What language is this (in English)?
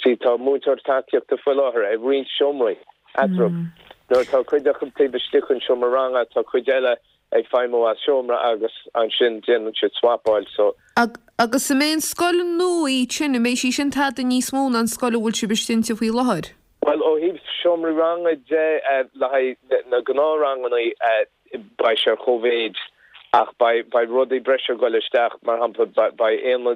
Irish